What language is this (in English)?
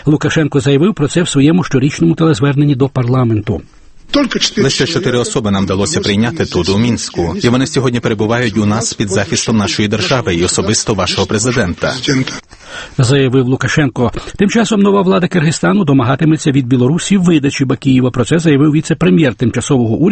Ukrainian